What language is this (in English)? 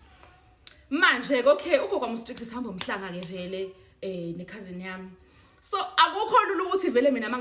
Zulu